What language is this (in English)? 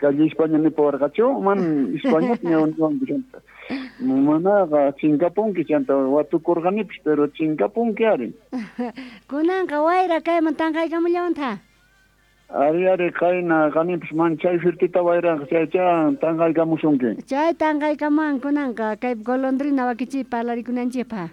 South Bolivian Quechua